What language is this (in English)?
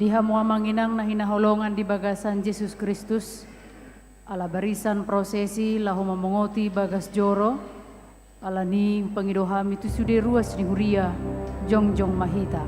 Batak Toba